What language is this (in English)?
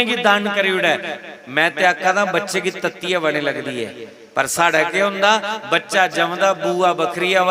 Dogri